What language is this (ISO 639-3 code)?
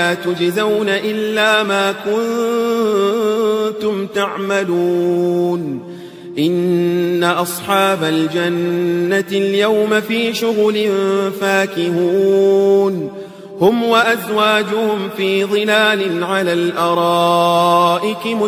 ara